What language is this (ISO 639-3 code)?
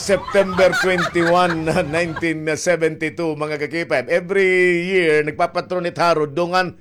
war